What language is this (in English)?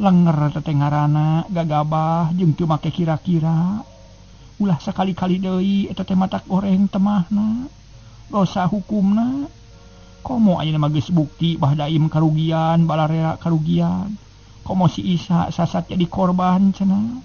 Sundanese